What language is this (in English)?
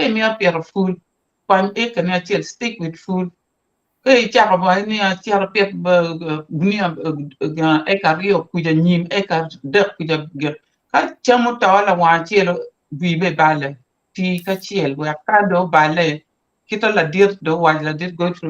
Acoli